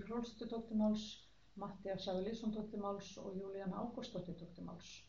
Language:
Icelandic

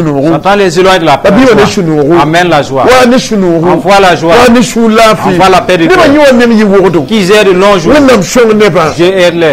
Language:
Mossi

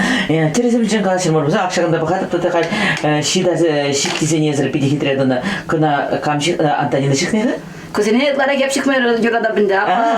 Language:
Chuvash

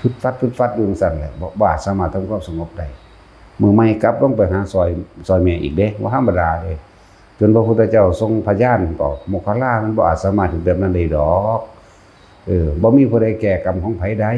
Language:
Lao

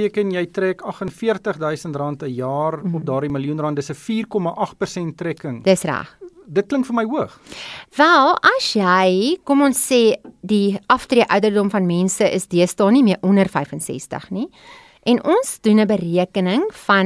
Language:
Afrikaans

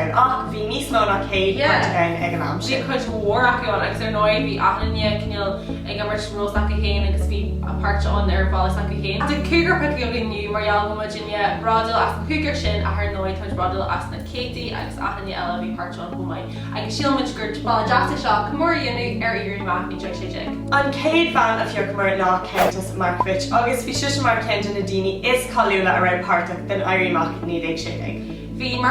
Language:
Irish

